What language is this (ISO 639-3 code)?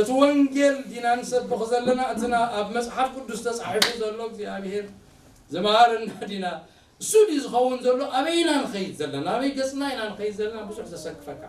tir